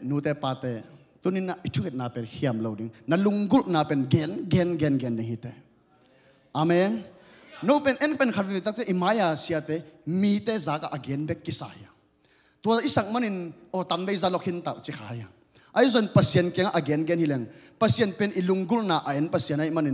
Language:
Tedim Chin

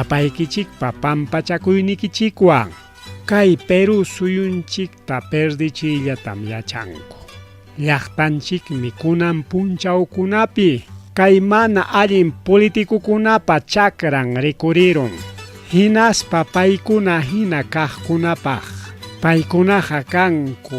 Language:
Ayacucho Quechua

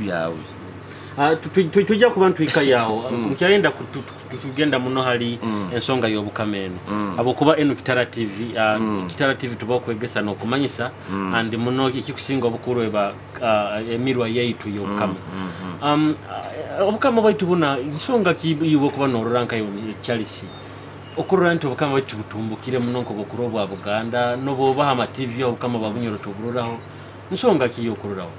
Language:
Nyoro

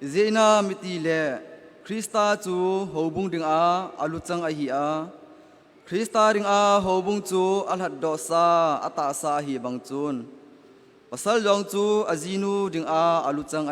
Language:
Thado Chin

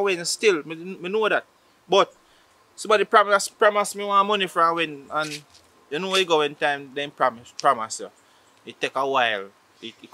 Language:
Jamaican Creole English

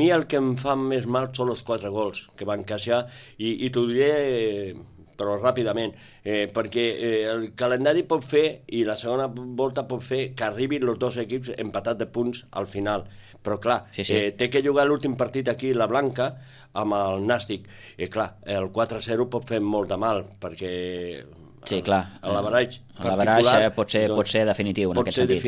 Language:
Catalan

